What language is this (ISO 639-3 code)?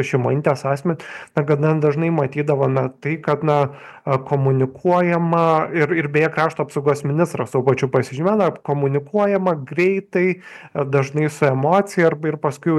lit